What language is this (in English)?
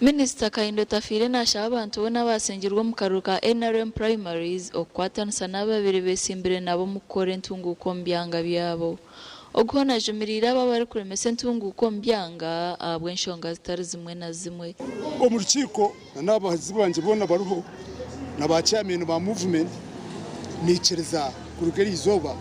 Nyankole